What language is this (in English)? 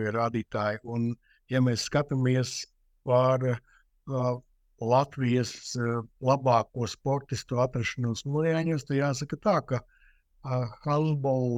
Latvian